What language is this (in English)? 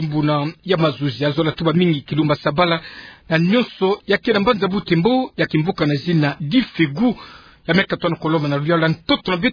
Kituba (Democratic Republic of Congo)